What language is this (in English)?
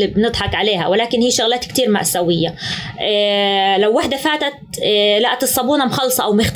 North Levantine Arabic